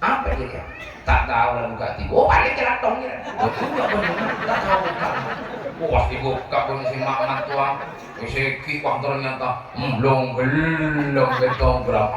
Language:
Madurese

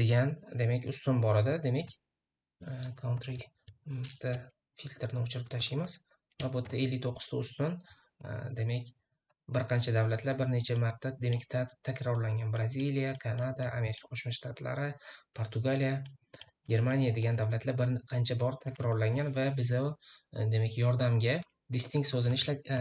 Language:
Uzbek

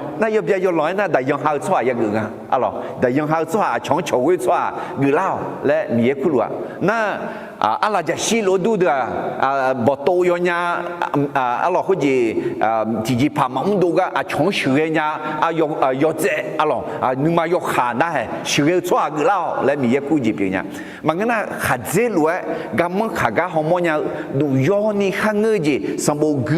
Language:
Akha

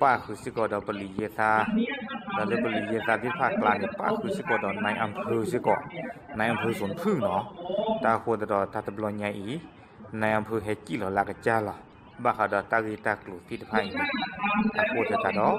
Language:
S'gaw Karen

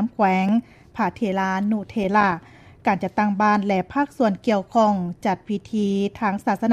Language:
Lao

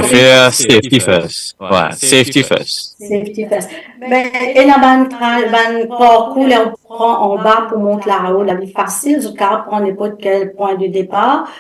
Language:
Morisyen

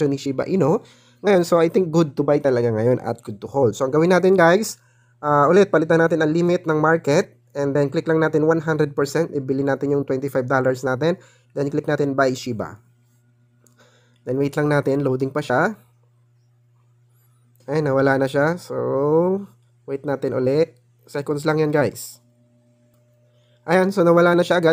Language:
Filipino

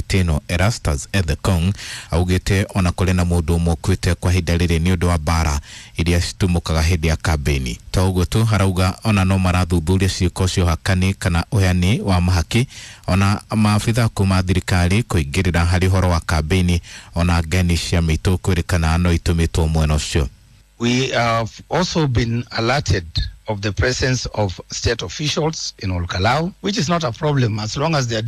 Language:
Kikuyu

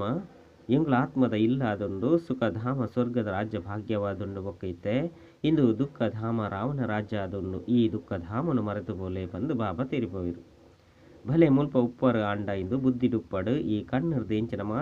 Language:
Tulu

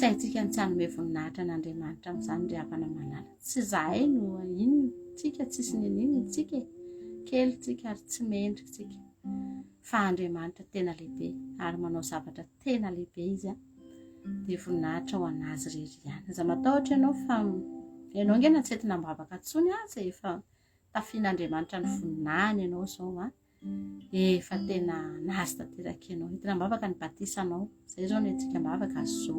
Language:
Malagasy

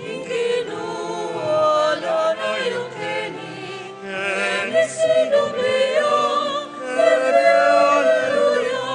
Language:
Pampanga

